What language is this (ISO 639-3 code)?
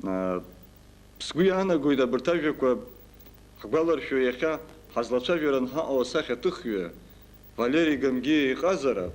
abk